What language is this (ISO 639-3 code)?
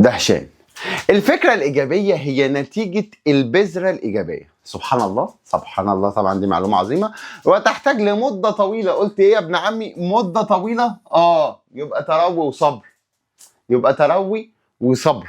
arz